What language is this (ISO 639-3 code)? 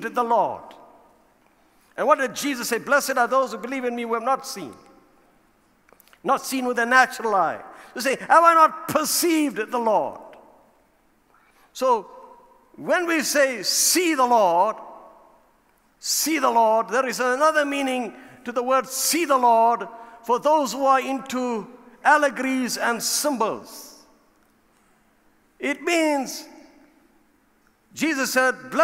eng